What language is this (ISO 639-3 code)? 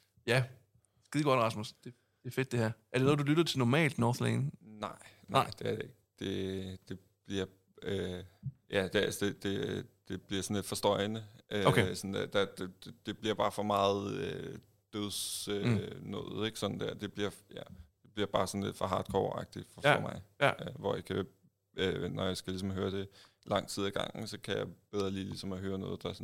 dan